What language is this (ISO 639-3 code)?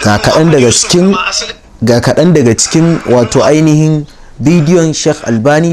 hau